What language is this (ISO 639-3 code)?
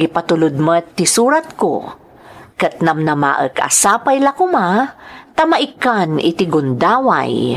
ilo